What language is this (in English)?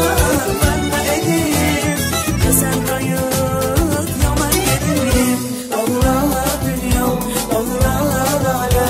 Turkish